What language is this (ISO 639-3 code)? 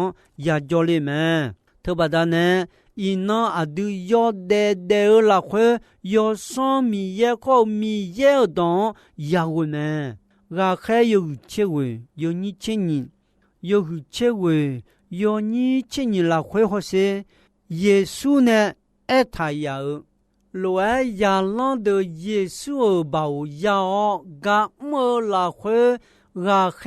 ahk